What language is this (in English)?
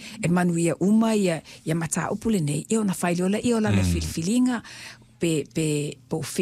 Samoan